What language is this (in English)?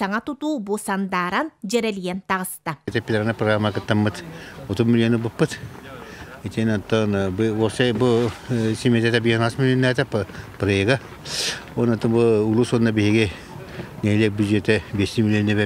Yakut